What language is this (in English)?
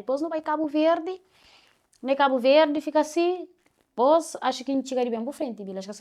Kabuverdianu